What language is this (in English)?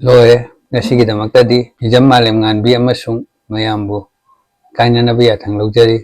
Manipuri